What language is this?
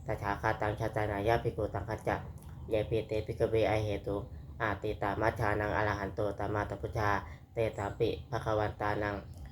Pali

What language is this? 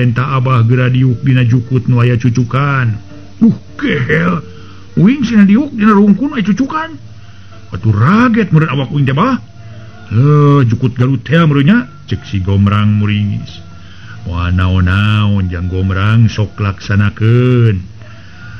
Sundanese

